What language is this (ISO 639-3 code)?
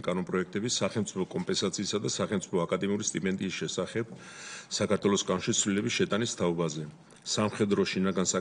kat